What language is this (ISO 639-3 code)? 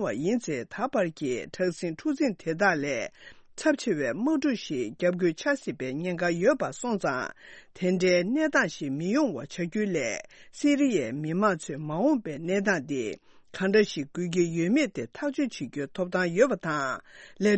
bod